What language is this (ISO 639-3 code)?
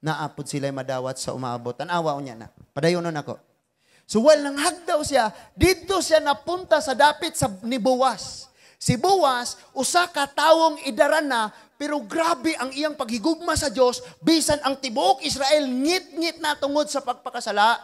ceb